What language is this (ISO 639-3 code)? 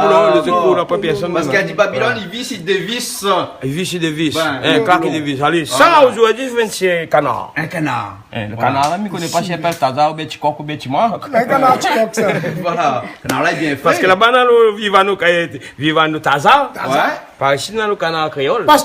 rcf